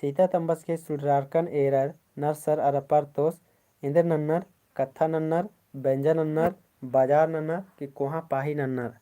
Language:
Kurukh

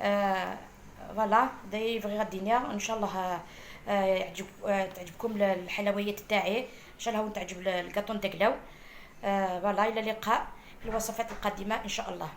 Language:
Algerian Arabic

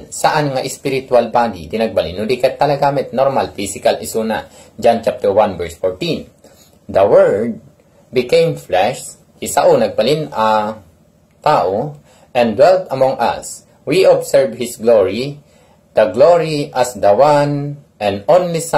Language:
Iloko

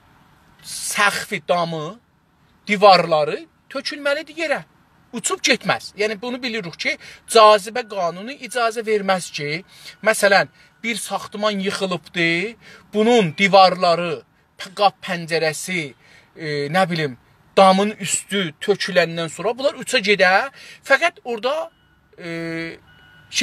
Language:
South Azerbaijani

